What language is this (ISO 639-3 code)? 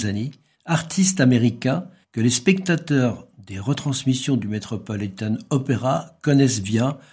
fra